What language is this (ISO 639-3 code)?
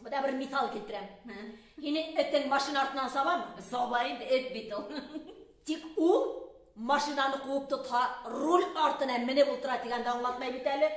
bak